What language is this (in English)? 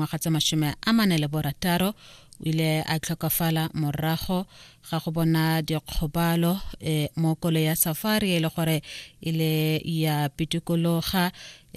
Tswana